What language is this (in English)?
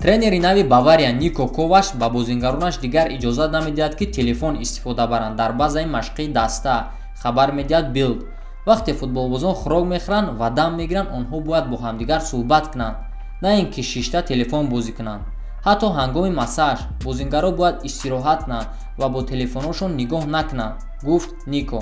Tajik